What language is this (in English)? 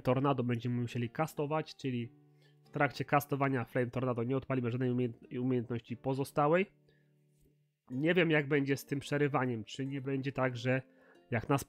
Polish